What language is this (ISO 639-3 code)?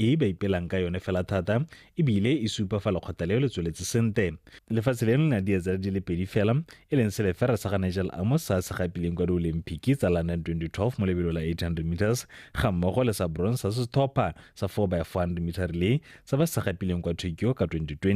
tsn